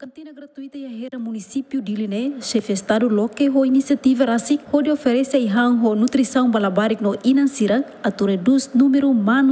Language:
Tetum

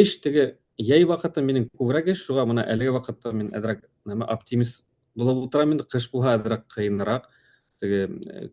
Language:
Bashkir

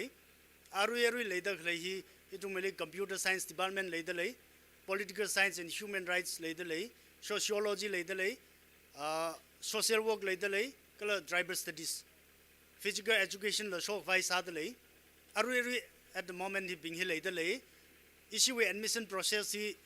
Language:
Tangkhul Naga (India)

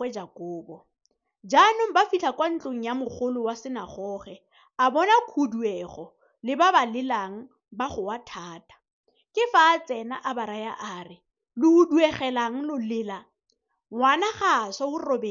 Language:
Tswana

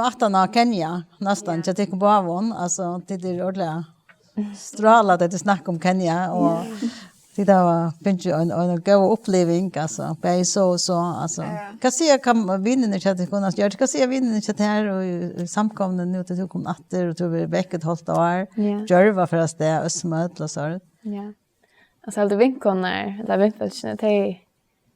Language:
Faroese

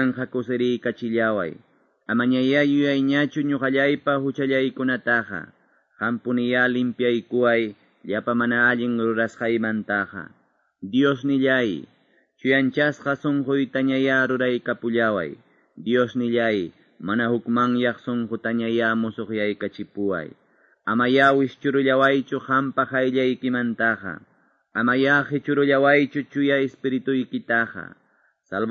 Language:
Quechua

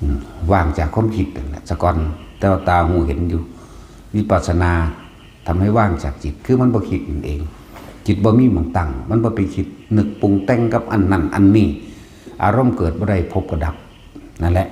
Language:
Northeastern Thai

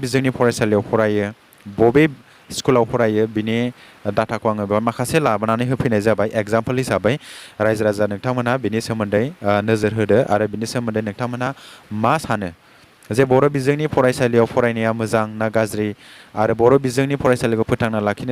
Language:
Bodo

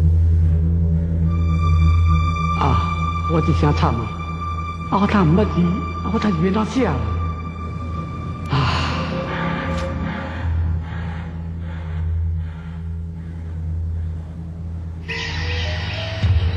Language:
Min Nan Chinese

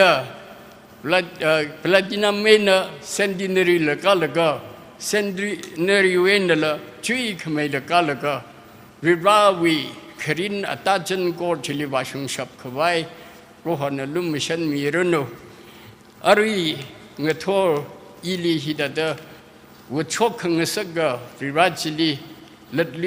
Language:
Tangkhul Naga (India)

